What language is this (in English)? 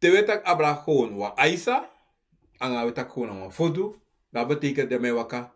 Sranan Tongo